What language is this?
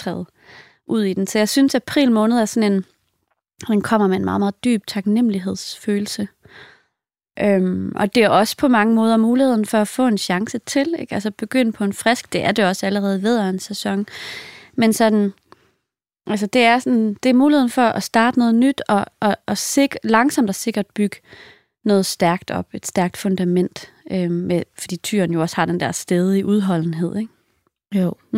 Danish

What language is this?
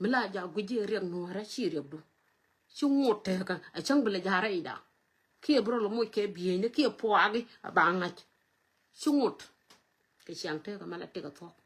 Nuer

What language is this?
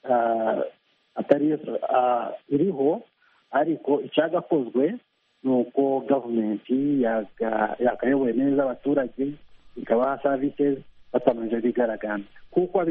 Kinyarwanda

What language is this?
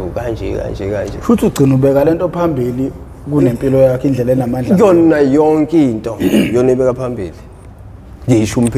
Zulu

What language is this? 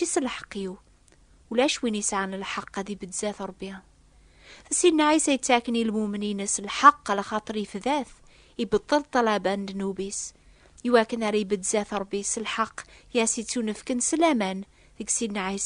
Kabyle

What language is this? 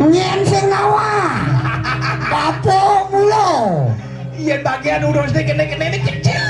Balinese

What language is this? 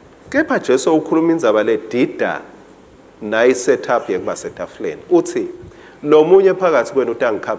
Swati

